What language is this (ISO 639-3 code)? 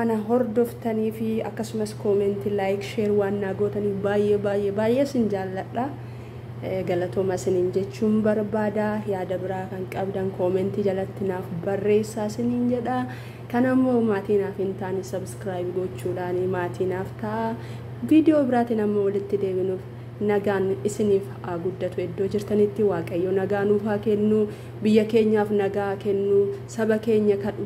orm